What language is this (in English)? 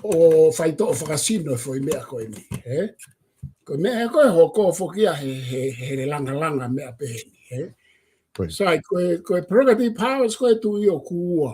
Tongan